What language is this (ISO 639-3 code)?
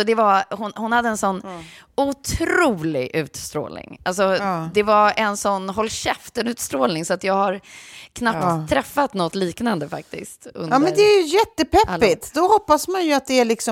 swe